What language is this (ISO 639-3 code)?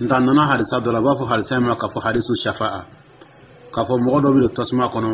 dyu